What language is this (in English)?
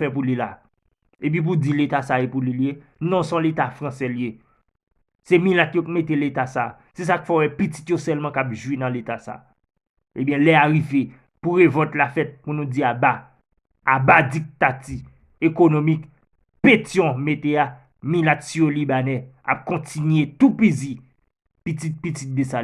Haitian Creole